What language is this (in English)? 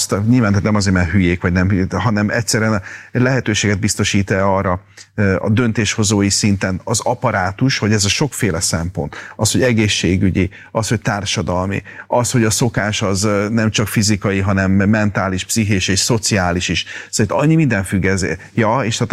Hungarian